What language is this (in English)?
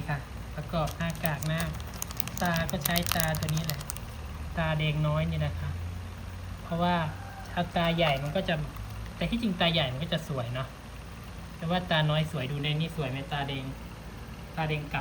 Northeastern Thai